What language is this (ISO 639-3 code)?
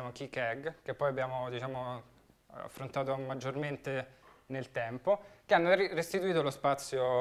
ita